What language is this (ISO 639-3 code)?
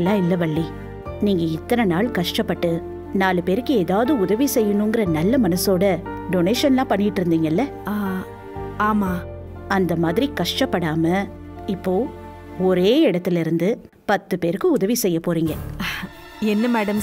tam